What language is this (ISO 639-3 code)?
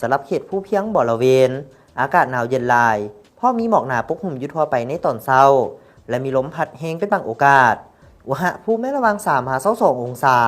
lao